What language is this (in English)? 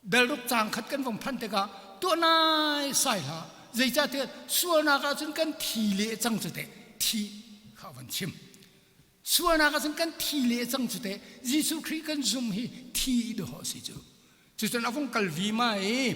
Hakha Chin